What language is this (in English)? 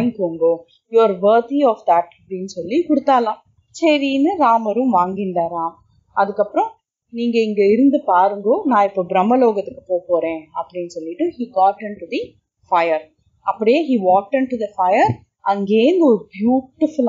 Tamil